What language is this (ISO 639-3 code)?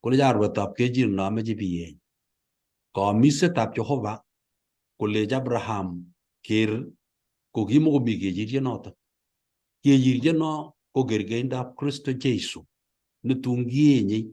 kln